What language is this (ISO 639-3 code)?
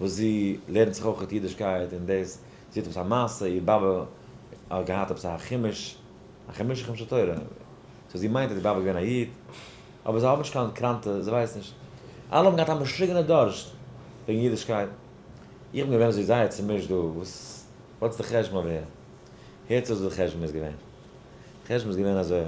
yid